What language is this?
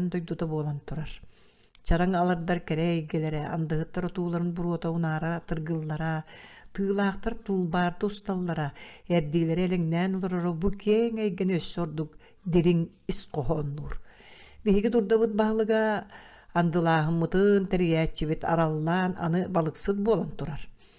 Yakut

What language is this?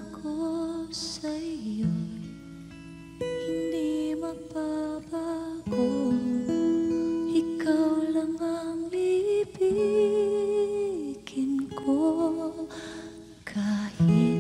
Filipino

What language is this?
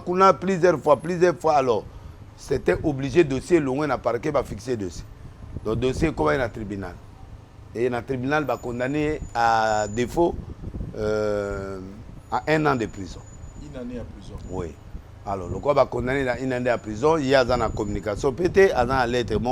Lingala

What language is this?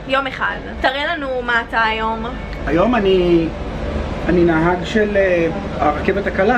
Hebrew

